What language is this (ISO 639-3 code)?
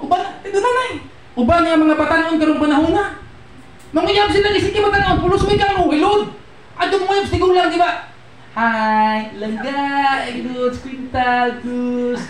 ceb